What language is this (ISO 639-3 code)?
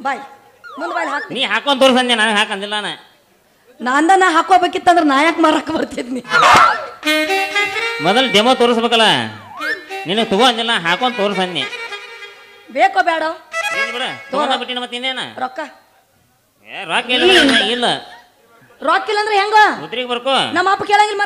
kan